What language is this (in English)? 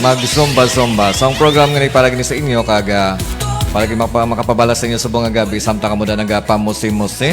Hiligaynon